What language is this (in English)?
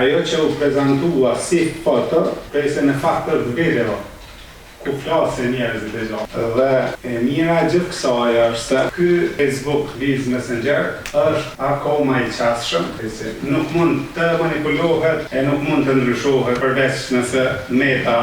Albanian